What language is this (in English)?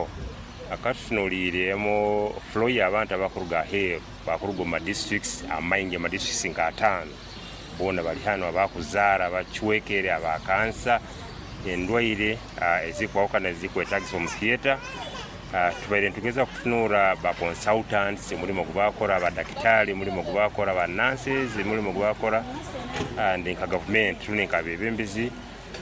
Nyoro